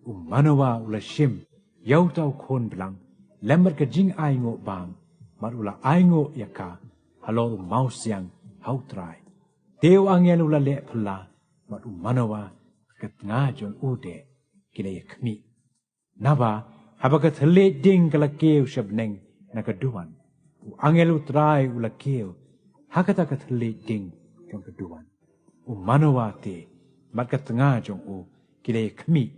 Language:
Khasi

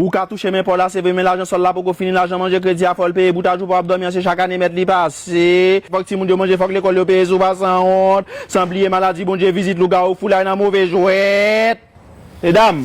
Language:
Haitian Creole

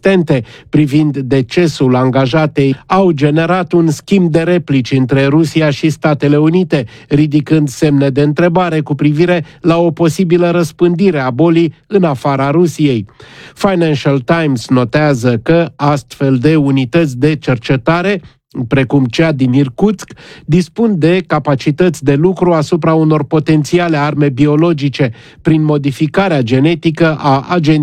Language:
Romanian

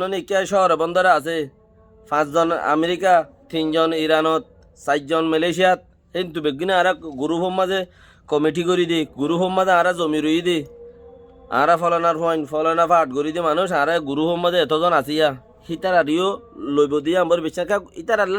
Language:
Rohingya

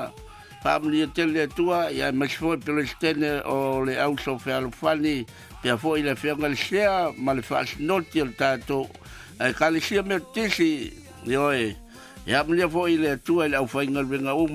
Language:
Samoan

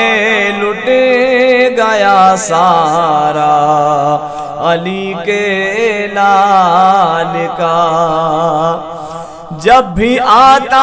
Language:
Urdu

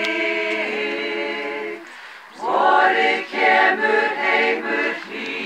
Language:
Icelandic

